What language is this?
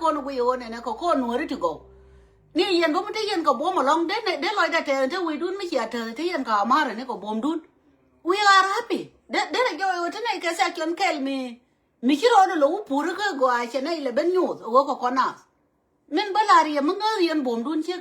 Nuer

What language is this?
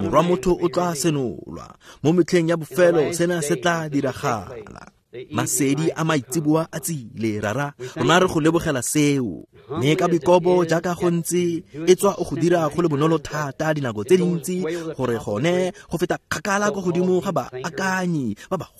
Tswana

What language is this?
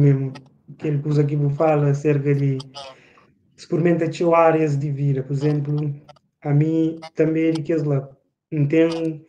Kabuverdianu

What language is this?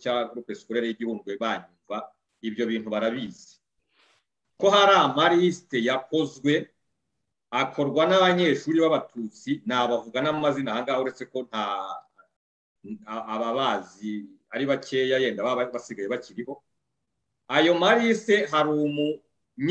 Kinyarwanda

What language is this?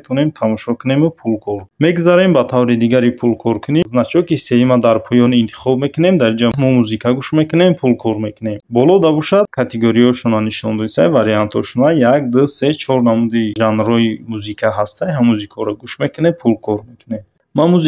Tajik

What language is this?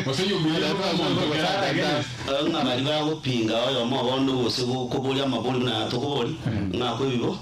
Gusii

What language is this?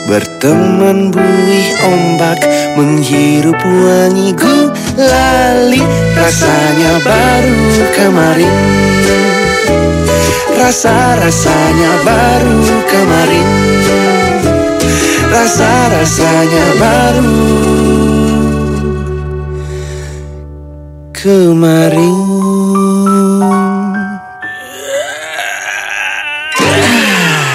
Indonesian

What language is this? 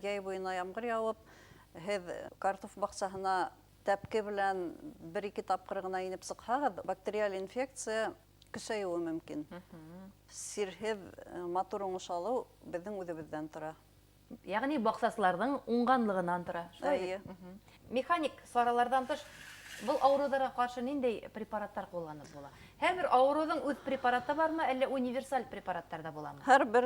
Bashkir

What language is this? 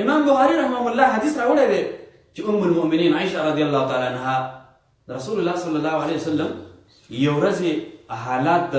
Pashto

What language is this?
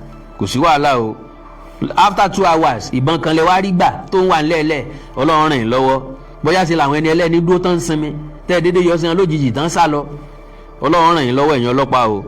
Yoruba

